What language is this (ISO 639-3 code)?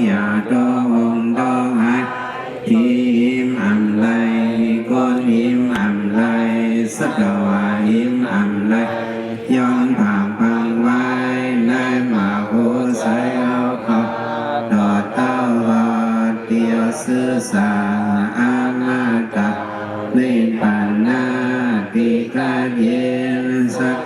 shn